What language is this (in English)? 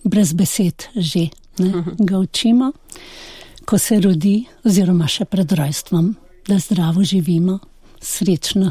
Slovenian